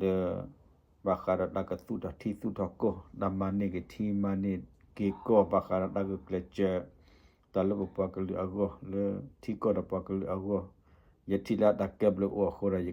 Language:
S'gaw Karen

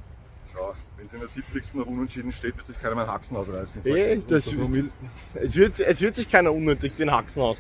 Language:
Bavarian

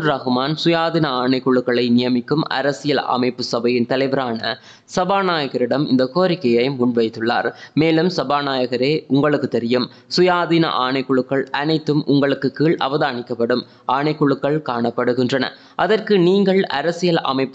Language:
Tamil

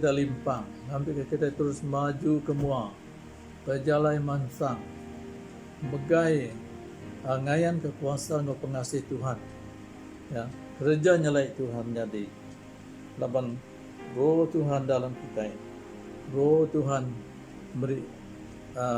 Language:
Iban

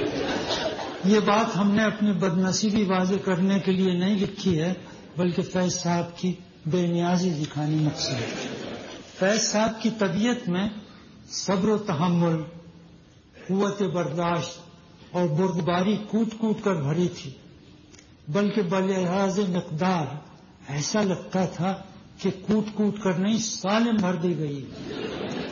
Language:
Urdu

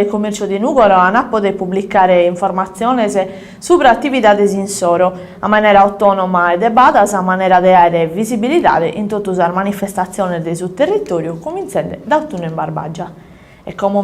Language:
Sardinian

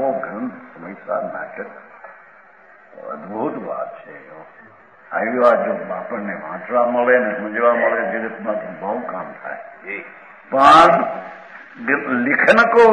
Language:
Gujarati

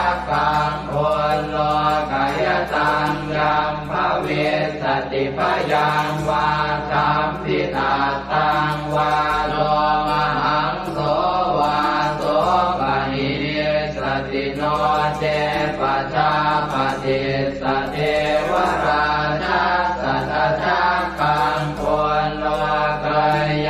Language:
Pali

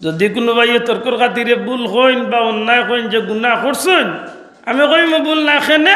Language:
Sylheti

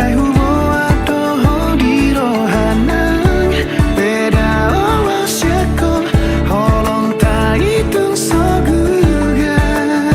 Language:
Batak Toba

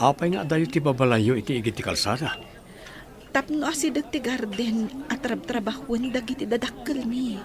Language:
Iloko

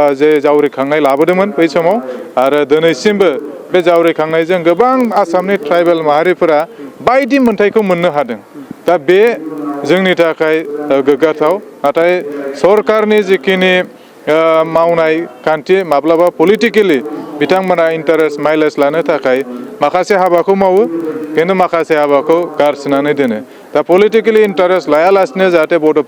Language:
Bodo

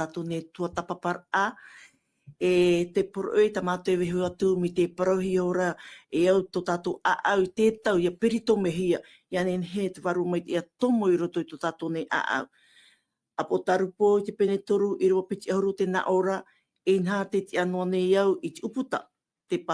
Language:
Tahitian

